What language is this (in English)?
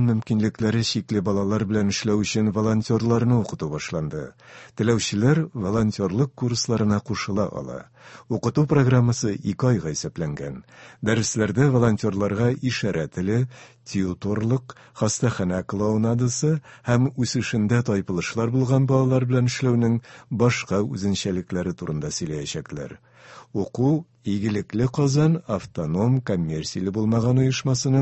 Tatar